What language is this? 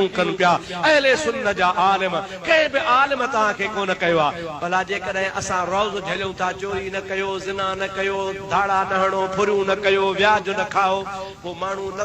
Sindhi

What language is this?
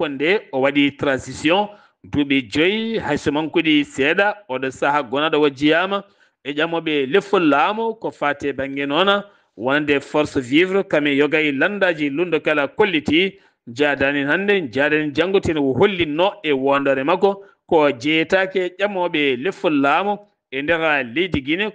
Fula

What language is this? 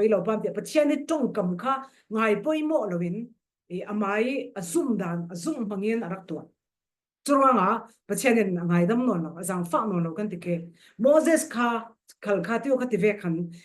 Falam Chin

